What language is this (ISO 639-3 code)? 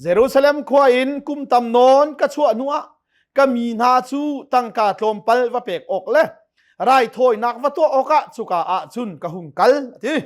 cnh